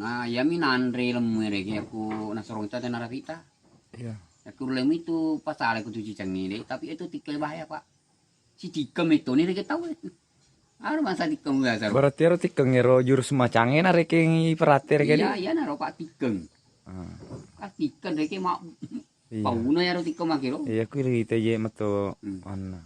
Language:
Buginese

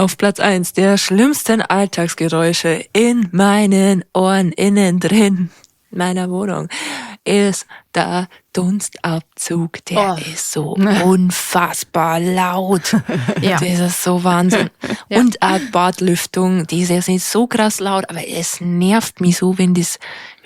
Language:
Bavarian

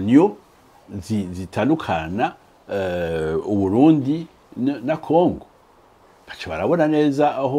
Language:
Rundi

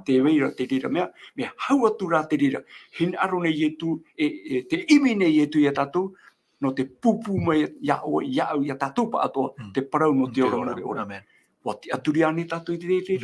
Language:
Tahitian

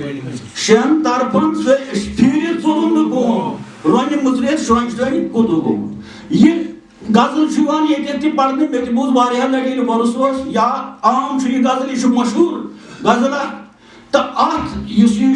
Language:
Kashmiri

